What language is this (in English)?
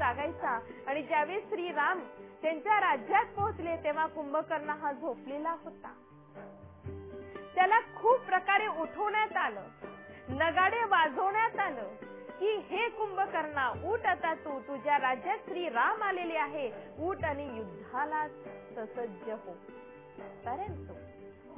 Marathi